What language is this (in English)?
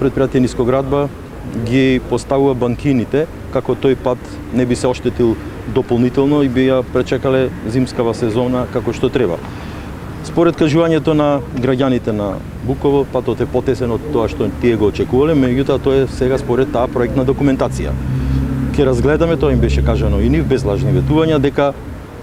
Macedonian